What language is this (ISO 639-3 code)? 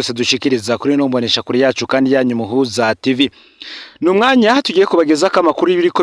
run